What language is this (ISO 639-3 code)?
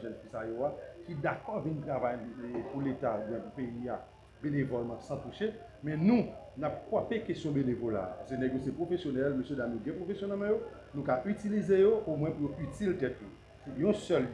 hat